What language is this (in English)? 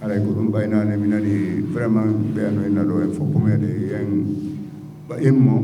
Fula